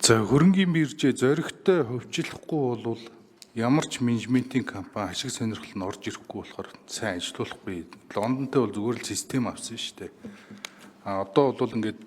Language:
Mongolian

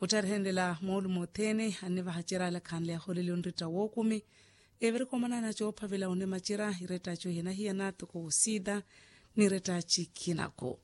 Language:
Makhuwa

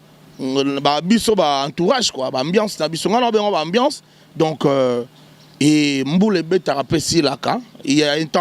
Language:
Lingala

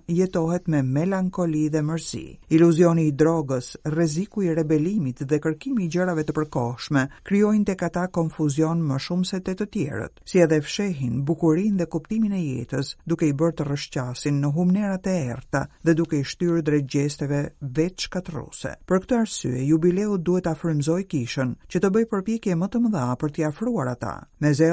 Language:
Albanian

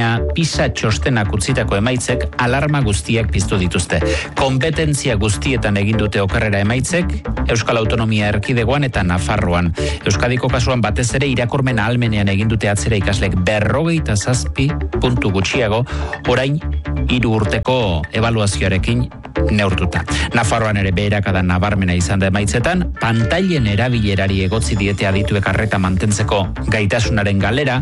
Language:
Basque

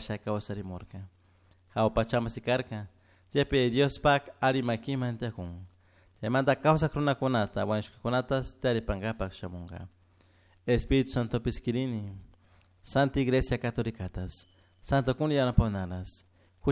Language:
Chimborazo Highland Quichua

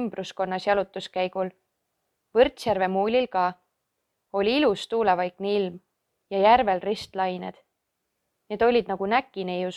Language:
Estonian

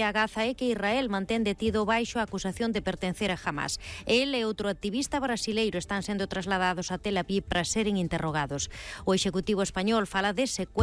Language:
Galician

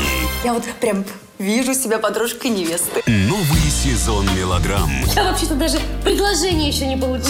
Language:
Russian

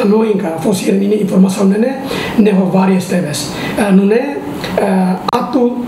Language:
Tetum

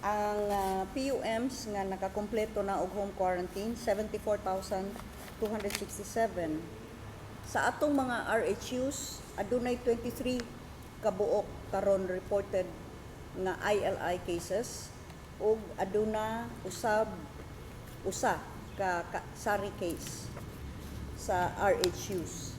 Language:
Cebuano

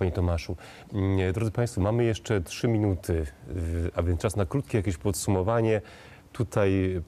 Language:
Polish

